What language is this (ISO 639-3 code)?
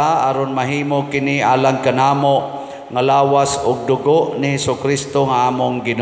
ceb